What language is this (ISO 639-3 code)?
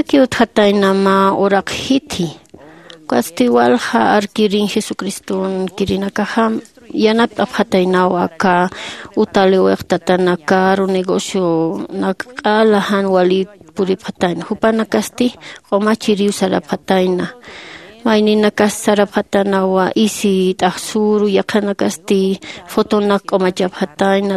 aym